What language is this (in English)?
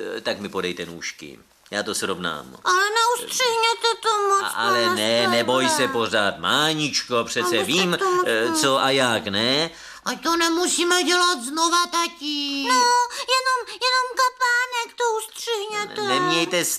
Czech